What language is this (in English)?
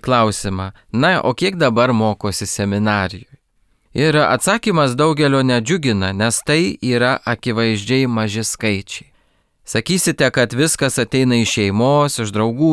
Lithuanian